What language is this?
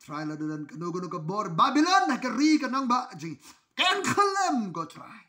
Khasi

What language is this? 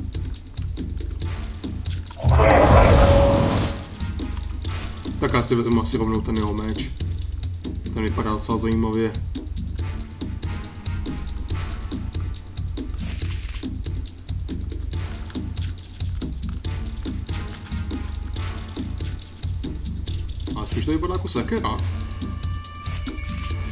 Czech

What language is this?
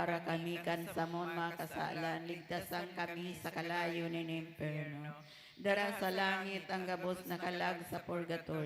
Bikol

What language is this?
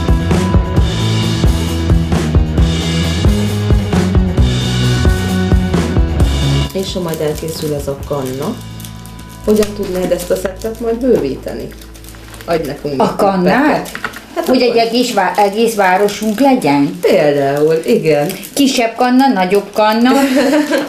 Hungarian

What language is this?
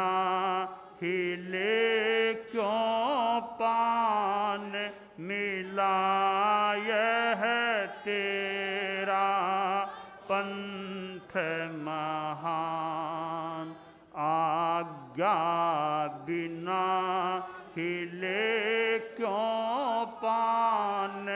Hindi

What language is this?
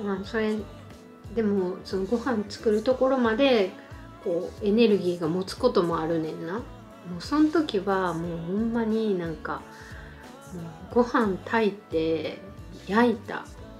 Japanese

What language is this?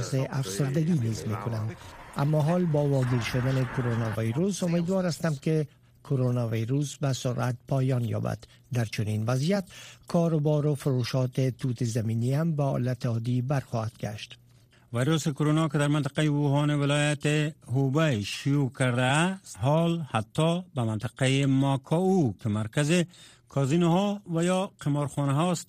Persian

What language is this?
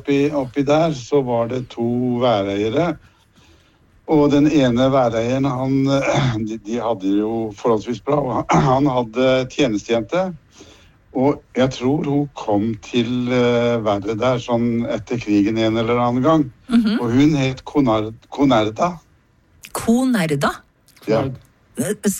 Norwegian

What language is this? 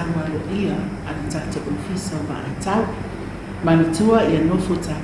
Samoan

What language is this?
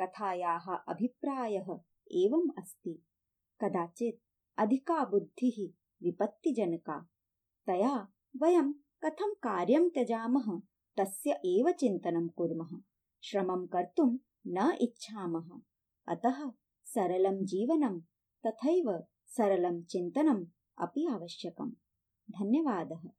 Sanskrit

